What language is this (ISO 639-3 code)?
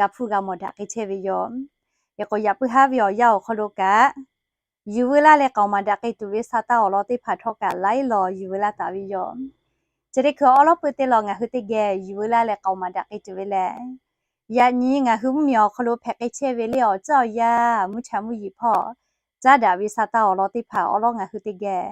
lhu